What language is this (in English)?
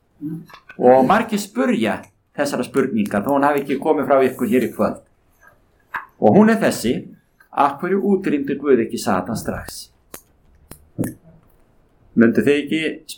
Icelandic